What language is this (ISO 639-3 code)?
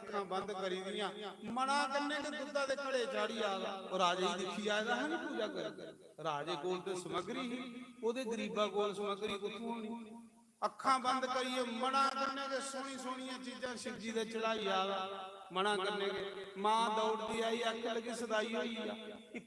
doi